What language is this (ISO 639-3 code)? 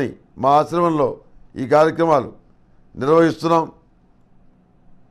tel